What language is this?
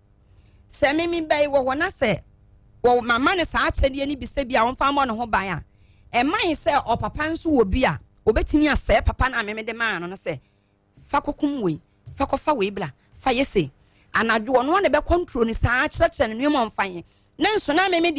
Akan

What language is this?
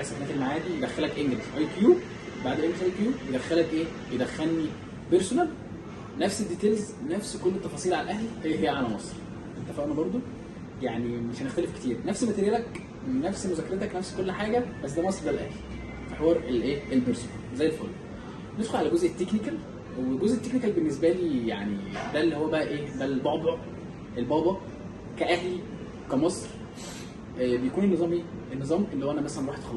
Egyptian Arabic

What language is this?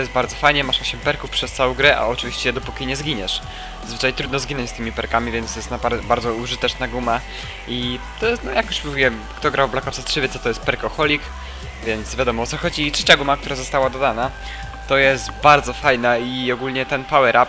Polish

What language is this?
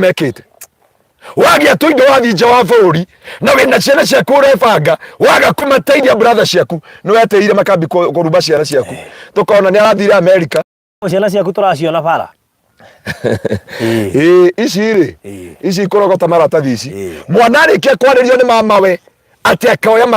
Kikuyu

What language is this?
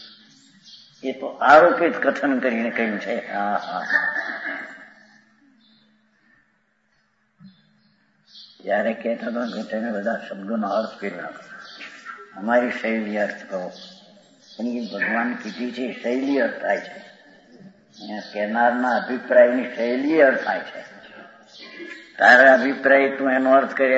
Gujarati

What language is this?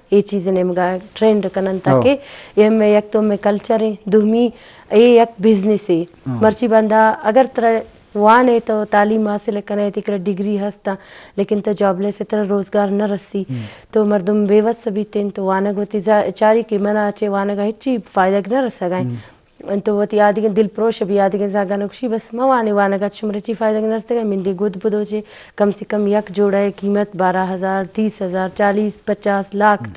Baluchi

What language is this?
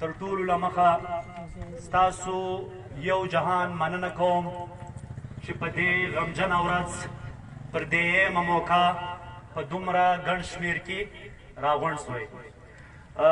Pashto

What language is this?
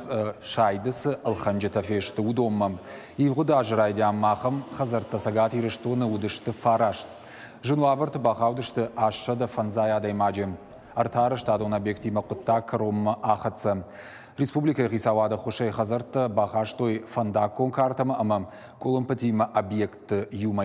Ossetic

